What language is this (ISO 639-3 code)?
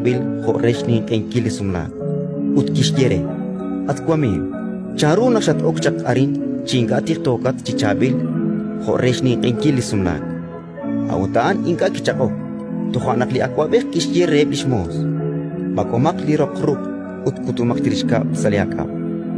kek